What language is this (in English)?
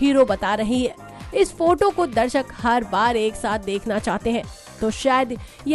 Hindi